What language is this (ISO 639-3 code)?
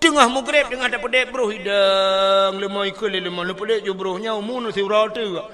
ace